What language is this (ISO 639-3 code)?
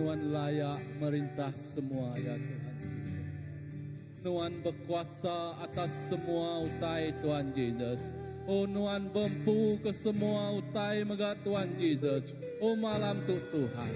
iba